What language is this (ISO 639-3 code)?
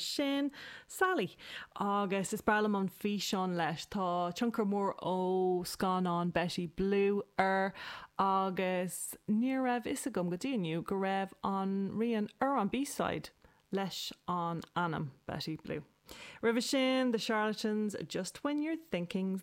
gle